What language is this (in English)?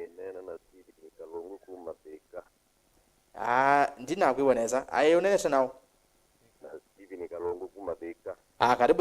Kamba